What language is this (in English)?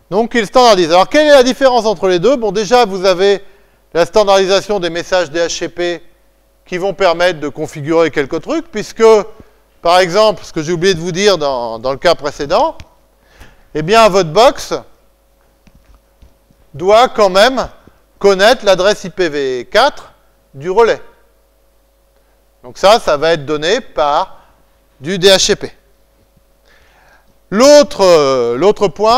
French